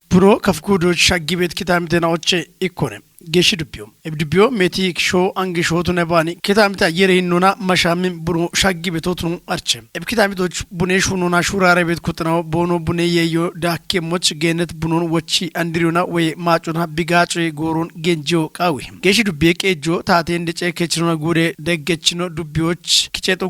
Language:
Kafa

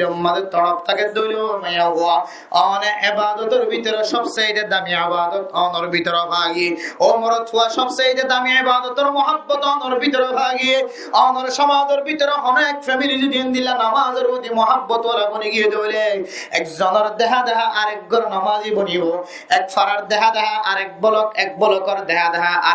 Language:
Rohingya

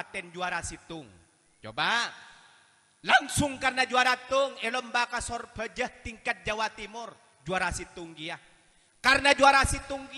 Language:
Madurese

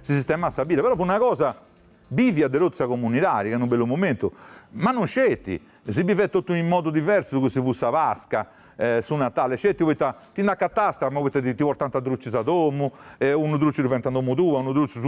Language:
Sardinian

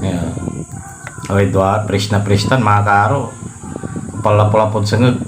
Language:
Pangasinan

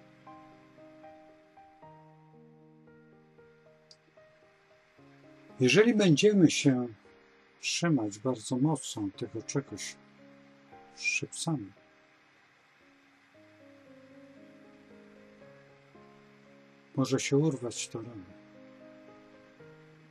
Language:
Polish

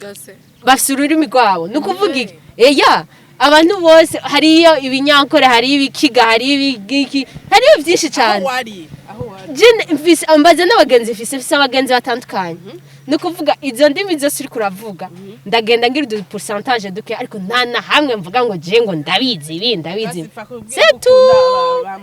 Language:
Rundi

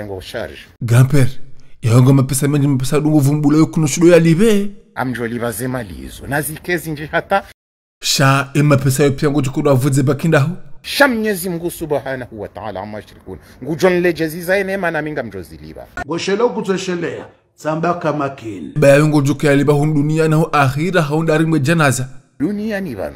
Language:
Ngazidja Comorian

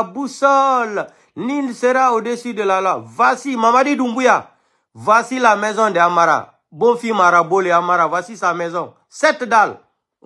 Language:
French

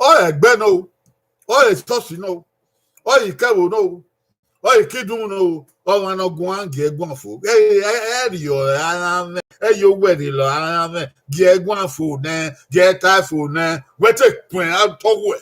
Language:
Bini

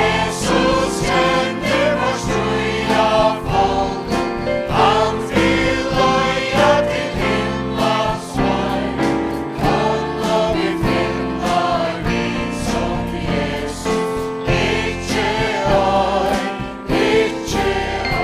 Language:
Faroese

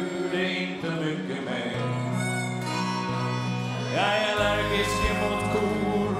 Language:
Swedish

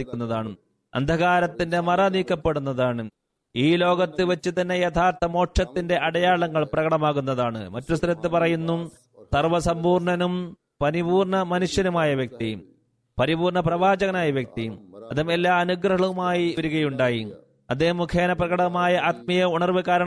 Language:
Malayalam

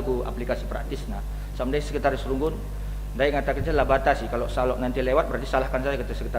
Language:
Batak Karo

